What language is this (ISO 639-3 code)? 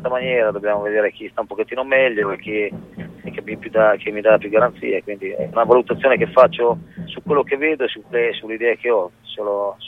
ita